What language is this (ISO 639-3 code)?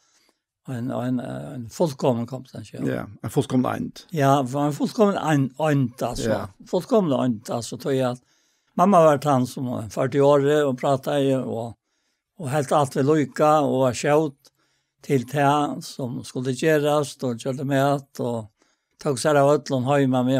fao